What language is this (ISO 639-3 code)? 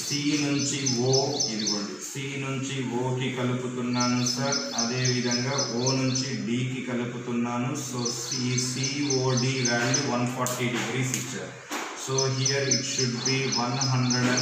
tel